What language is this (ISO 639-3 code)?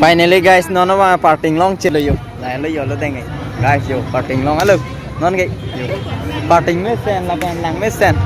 mjw